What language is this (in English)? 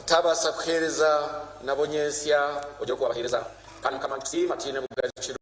Nyankole